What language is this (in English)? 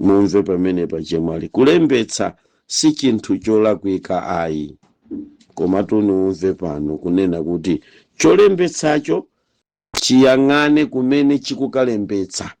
Nyanja